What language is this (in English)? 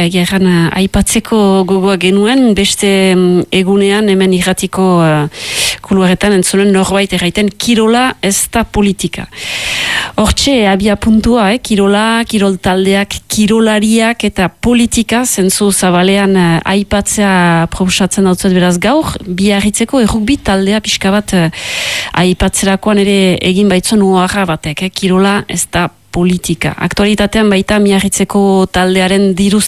Basque